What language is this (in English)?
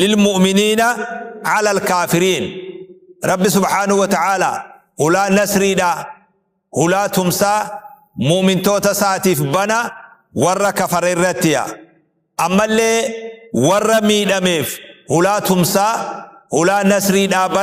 Oromo